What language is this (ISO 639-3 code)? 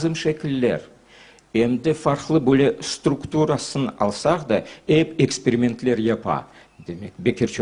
crh